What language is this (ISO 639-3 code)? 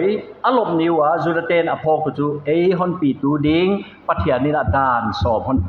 pck